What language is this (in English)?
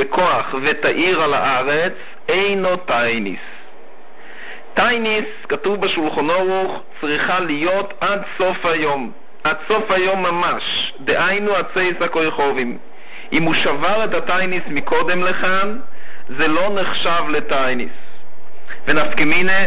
Hebrew